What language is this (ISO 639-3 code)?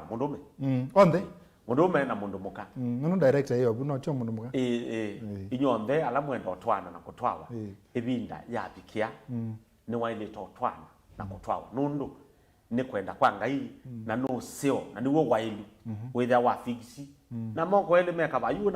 kam